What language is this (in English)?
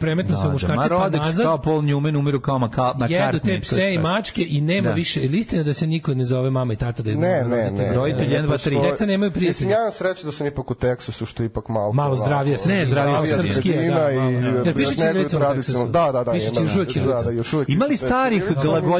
Serbian